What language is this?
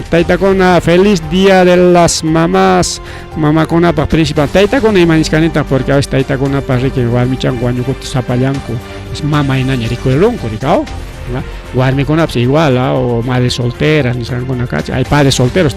Ayacucho Quechua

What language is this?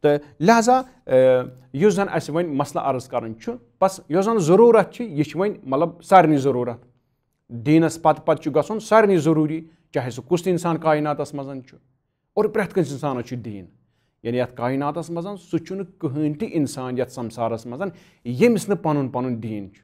Kashmiri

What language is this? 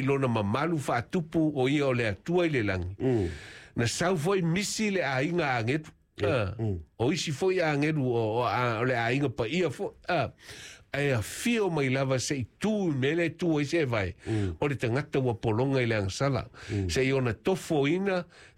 Samoan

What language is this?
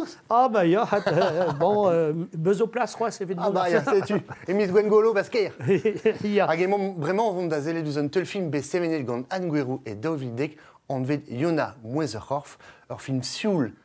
Breton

